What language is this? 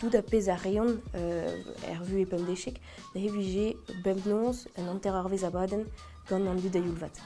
Breton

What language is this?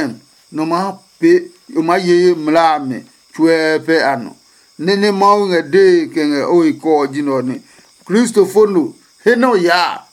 Adangme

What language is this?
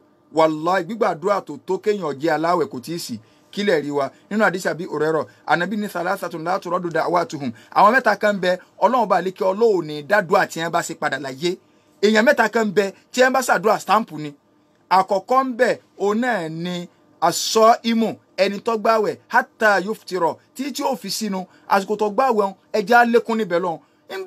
Yoruba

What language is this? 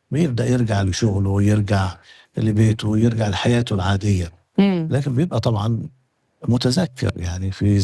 Egyptian Arabic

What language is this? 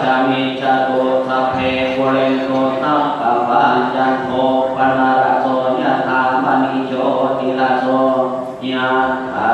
Pali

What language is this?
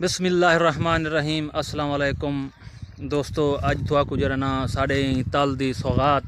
Saraiki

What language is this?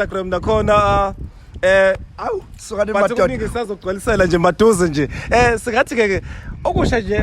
Zulu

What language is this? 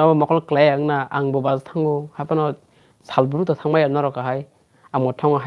Kok Borok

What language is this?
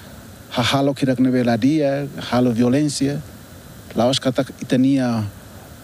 Tetum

